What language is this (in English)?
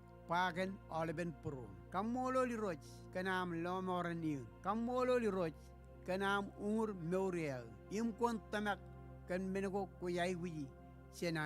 Marshallese